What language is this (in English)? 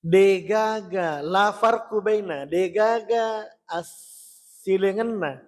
Buginese